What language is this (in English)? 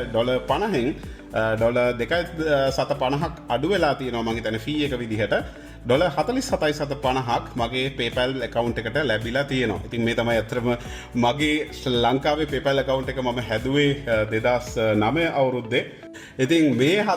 Sinhala